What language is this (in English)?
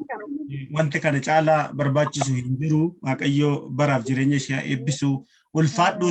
Oromo